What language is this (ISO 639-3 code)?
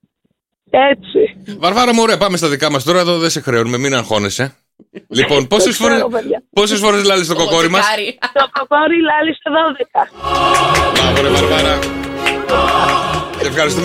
ell